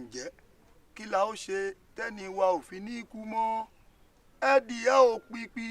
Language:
Yoruba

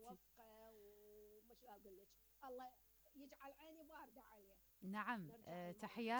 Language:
Mesopotamian Arabic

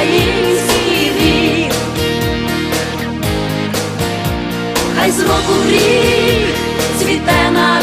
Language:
Ukrainian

